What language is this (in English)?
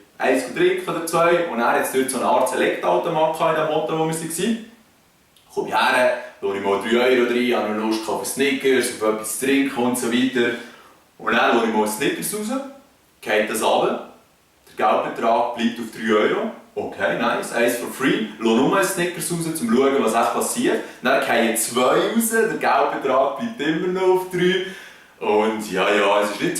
Swiss German